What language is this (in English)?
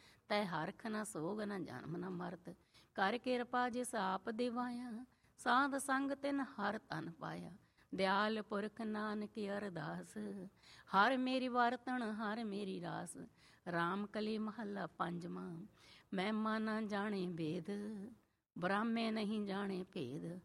Punjabi